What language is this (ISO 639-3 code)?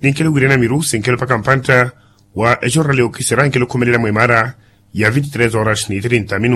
vmw